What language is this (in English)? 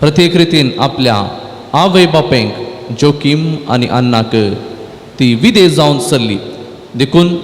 Konkani